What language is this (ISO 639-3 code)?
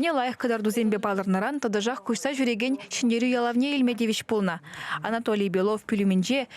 chv